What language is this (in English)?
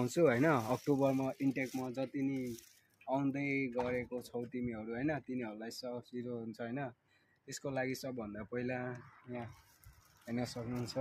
Nepali